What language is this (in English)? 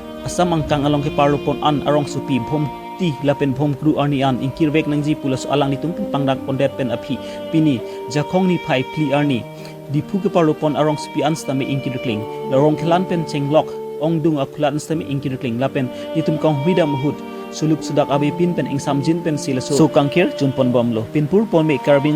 Karbi